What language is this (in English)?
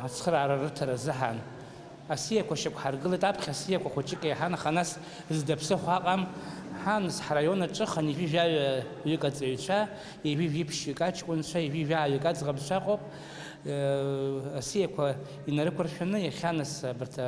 Abkhazian